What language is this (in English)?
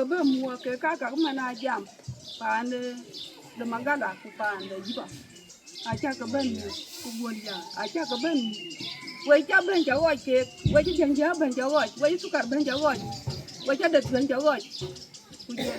Dinka